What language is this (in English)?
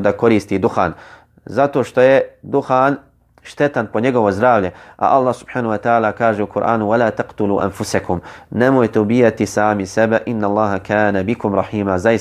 Bosnian